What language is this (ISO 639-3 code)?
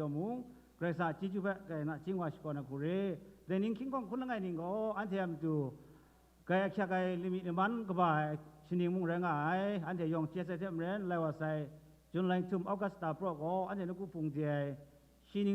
kac